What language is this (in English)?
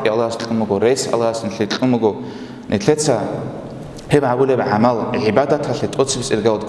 Avaric